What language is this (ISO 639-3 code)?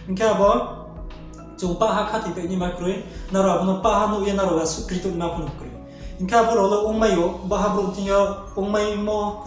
ria